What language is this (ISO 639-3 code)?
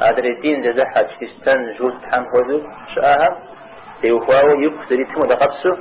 kbd